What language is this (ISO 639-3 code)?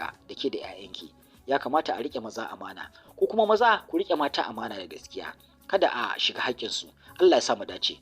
hau